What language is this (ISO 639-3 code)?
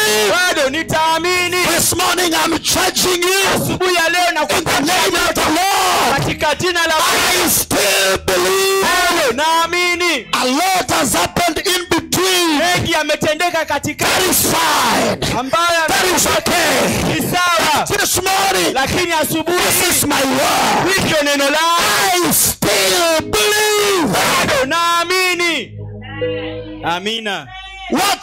swa